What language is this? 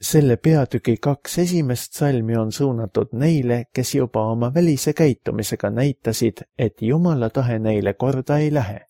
Estonian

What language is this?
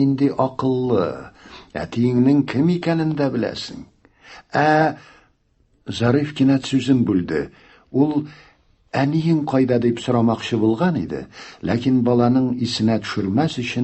Tatar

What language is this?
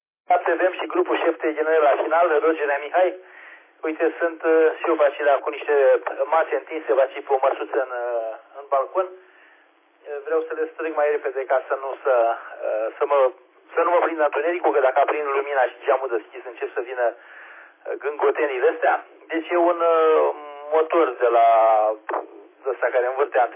Romanian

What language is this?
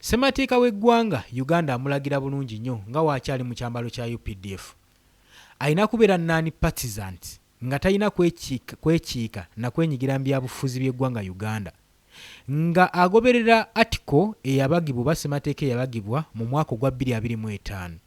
Ganda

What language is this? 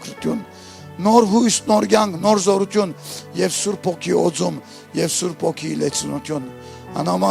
Western Armenian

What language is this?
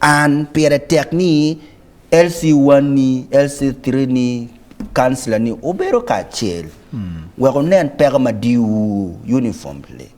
Acoli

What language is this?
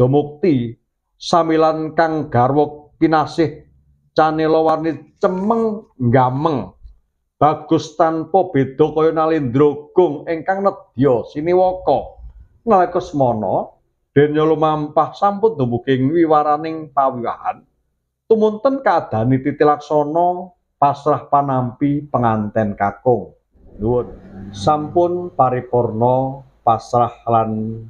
Javanese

